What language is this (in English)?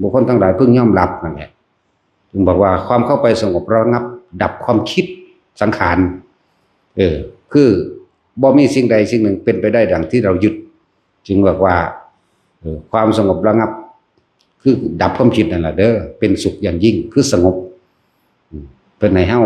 Northeastern Thai